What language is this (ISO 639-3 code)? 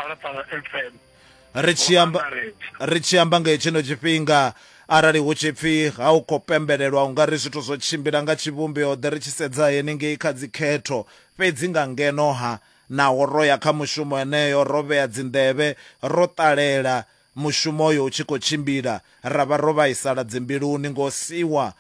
ven